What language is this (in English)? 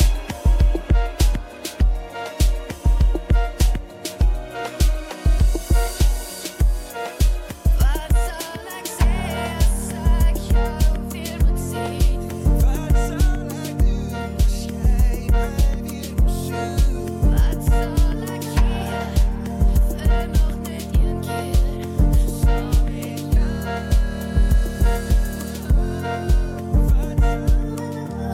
Afrikaans